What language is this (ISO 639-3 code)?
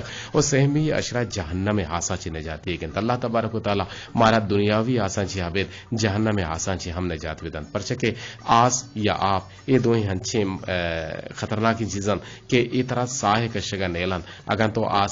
bgp